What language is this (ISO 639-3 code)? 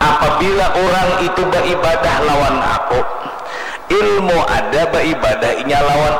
bjn